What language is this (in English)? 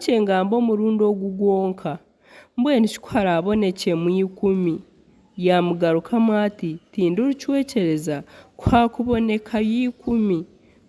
Nyankole